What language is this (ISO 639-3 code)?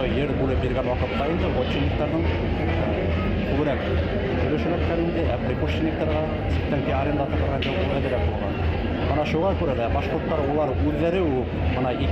bak